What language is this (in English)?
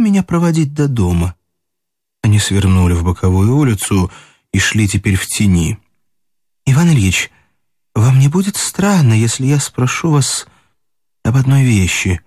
Russian